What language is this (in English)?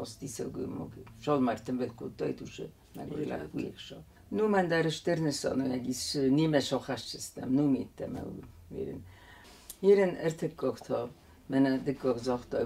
Ossetic